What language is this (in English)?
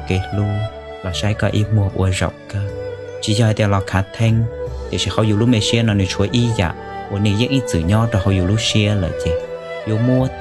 Hmong